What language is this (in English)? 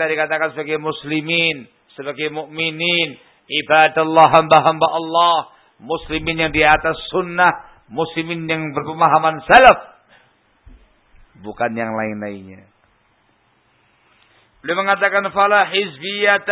Indonesian